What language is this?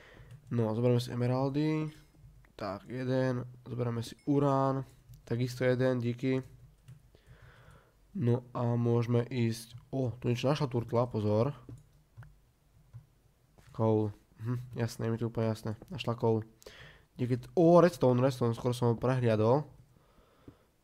Slovak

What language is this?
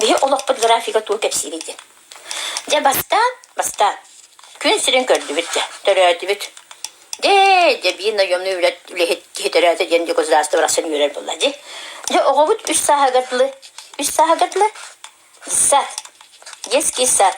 Yakut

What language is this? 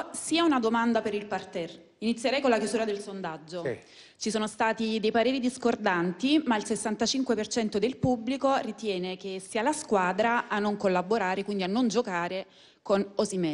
Italian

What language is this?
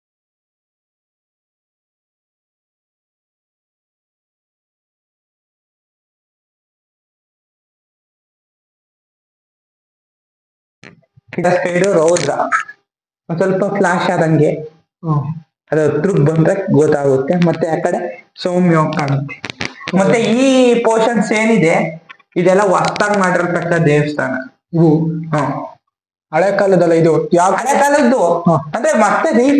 Kannada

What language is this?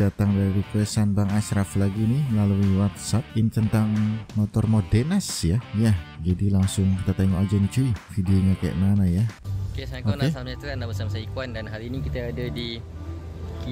Malay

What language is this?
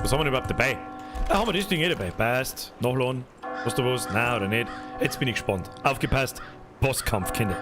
Bavarian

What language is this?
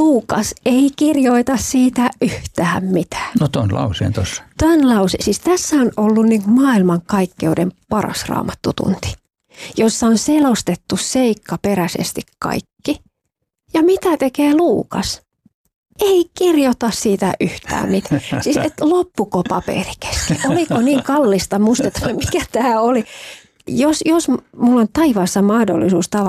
Finnish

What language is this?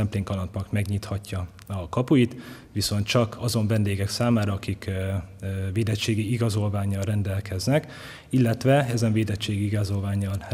Hungarian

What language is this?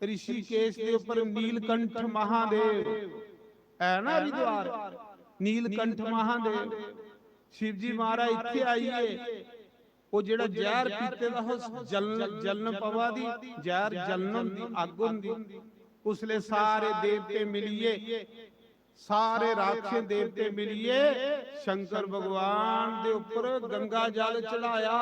Dogri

